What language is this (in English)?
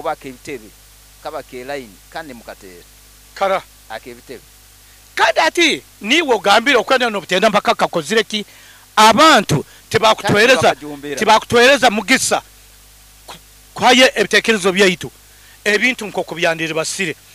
Nyoro